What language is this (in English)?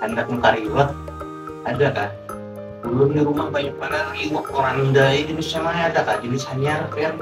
Banjar